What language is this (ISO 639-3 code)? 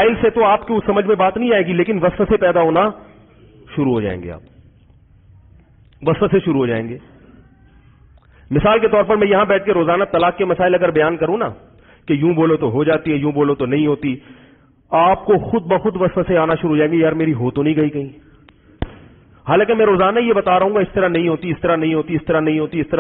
urd